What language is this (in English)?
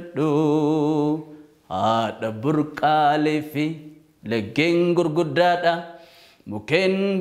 Oromo